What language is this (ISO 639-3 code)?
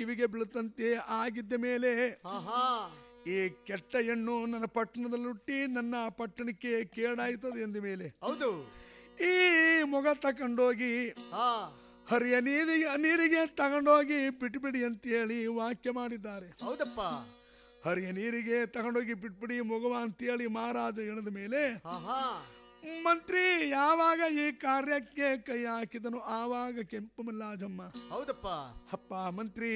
kan